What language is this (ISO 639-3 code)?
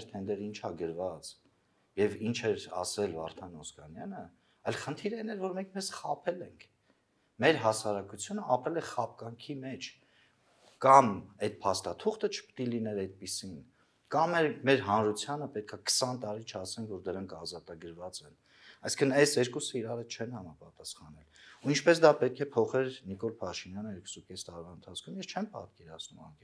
hye